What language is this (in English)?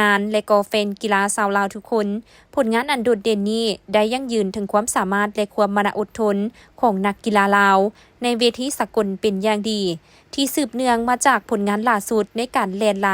Lao